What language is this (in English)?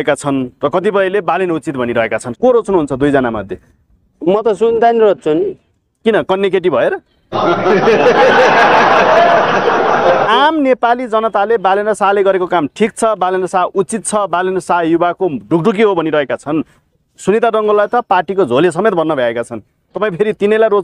Nepali